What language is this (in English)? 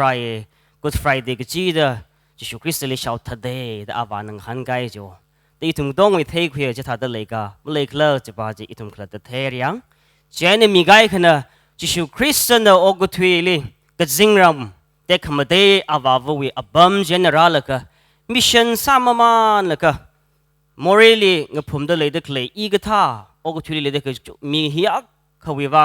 Tangkhul Naga (India)